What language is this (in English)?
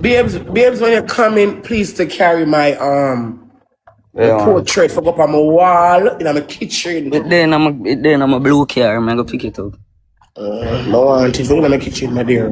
Jamaican Creole English